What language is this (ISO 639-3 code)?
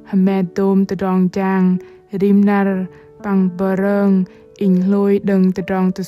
bdq